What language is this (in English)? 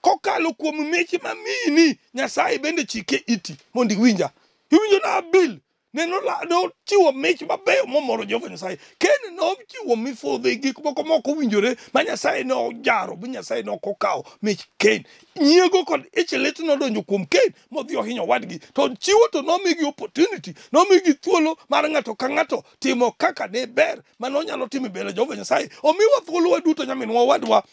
Luo (Kenya and Tanzania)